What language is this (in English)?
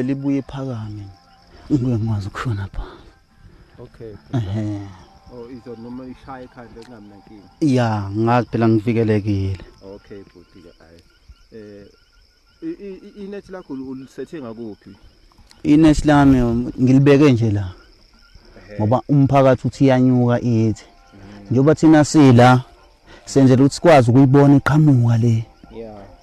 Zulu